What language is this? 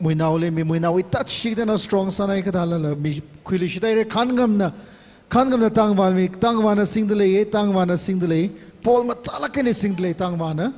Tangkhul Naga (India)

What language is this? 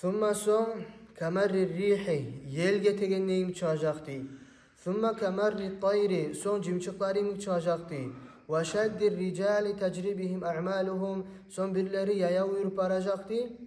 Kumyk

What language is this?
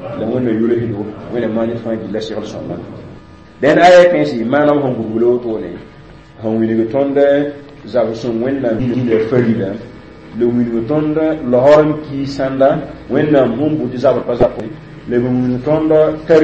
Mossi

